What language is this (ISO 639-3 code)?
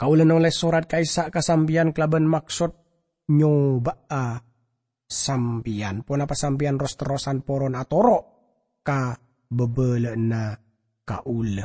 mad